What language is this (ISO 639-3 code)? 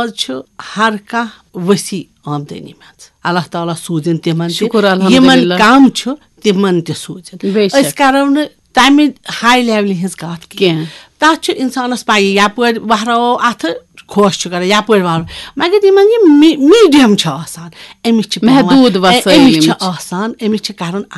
kas